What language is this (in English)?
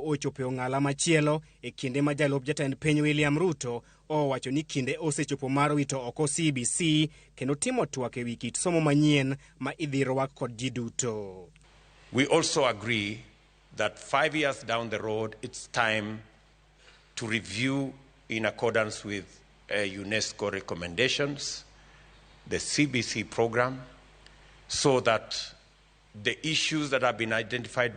Luo (Kenya and Tanzania)